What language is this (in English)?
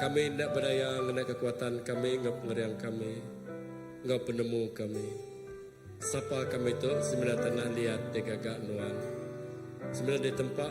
Iban